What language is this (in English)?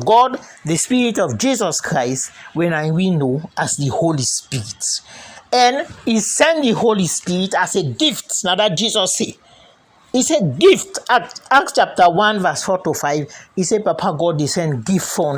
Krio